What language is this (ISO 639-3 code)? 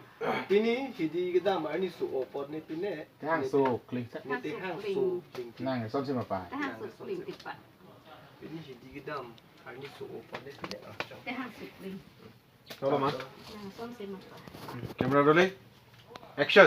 mjw